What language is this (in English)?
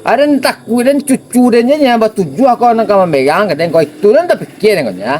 Minangkabau